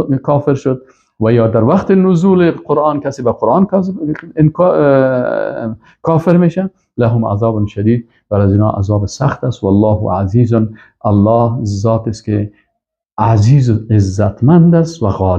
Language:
Persian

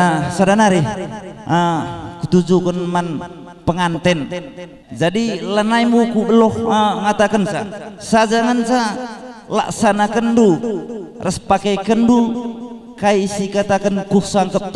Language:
Batak Karo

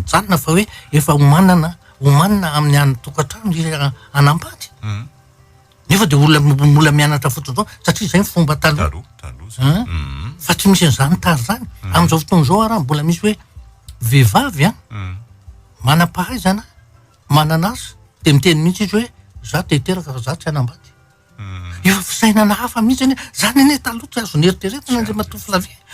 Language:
Malagasy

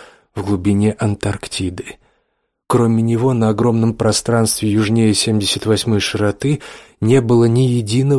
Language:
Russian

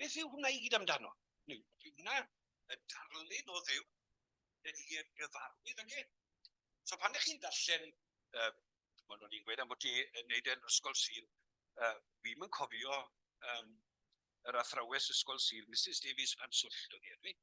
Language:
Welsh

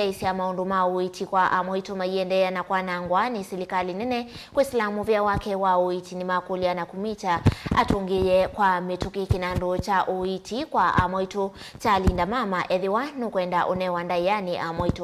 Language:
Kamba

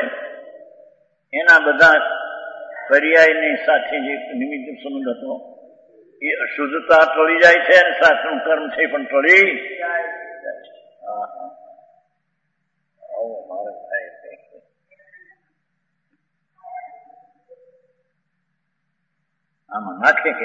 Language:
Gujarati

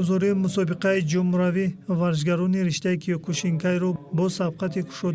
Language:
Tajik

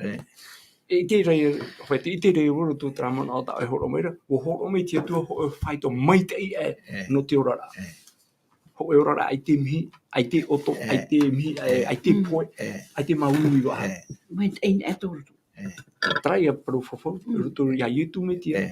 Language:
Tahitian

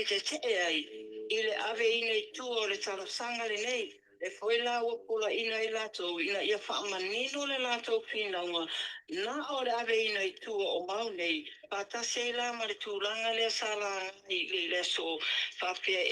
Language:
Samoan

